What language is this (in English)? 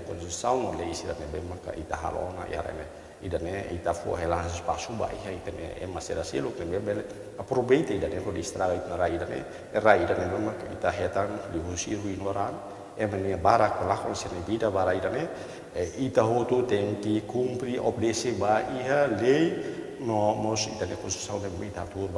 Tetum